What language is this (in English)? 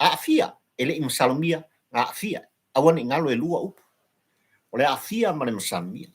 Samoan